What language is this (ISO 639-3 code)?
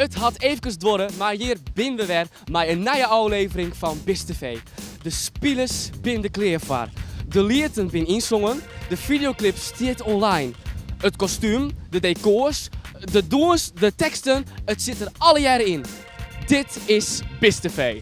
fry